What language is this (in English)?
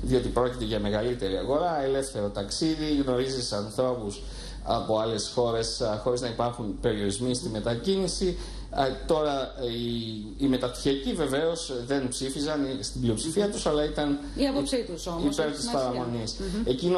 Greek